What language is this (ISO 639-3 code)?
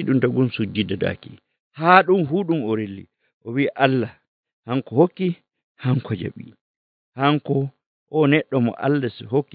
fuv